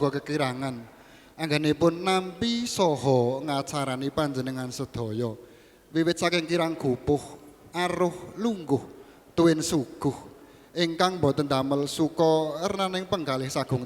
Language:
Javanese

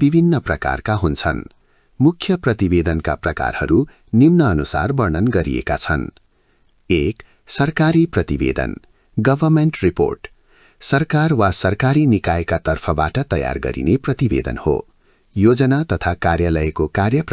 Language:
Nepali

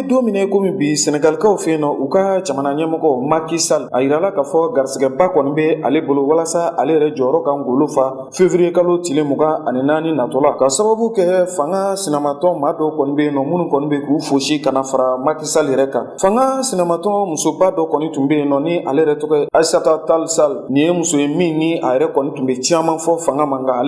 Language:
Bambara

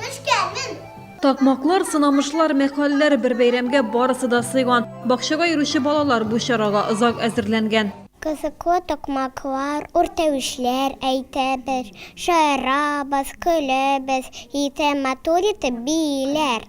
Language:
Tatar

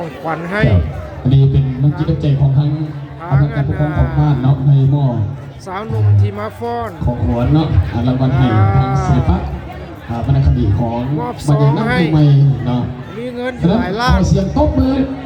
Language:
Lao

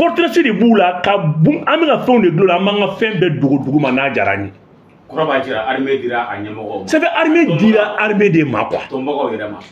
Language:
Bambara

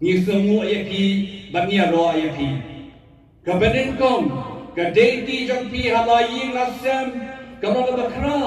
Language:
Khasi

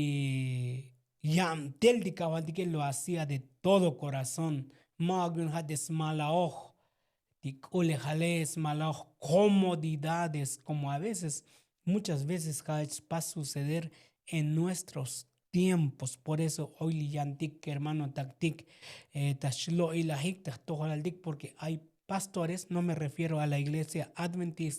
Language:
Tzotzil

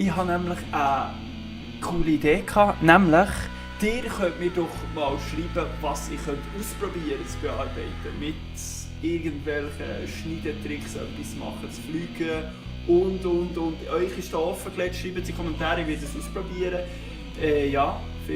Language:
Swiss German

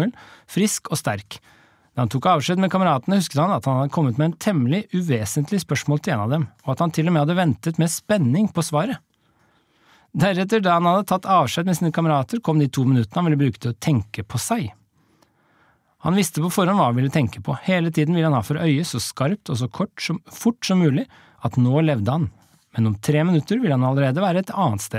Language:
Norwegian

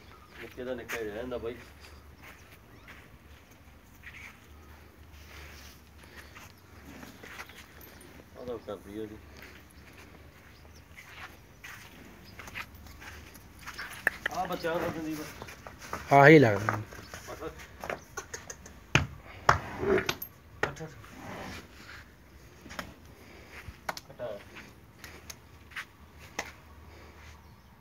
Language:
Punjabi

